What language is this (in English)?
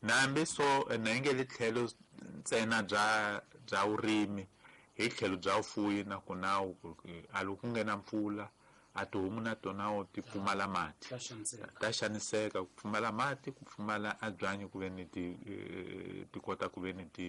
Tsonga